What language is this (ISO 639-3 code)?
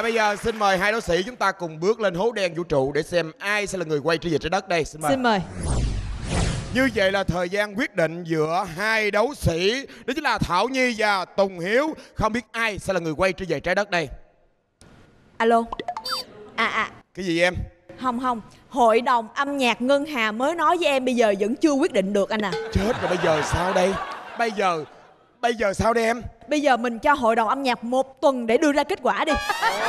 vie